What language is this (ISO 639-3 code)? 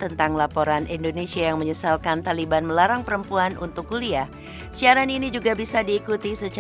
ind